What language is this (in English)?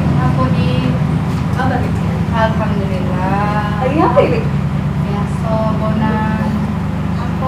Musi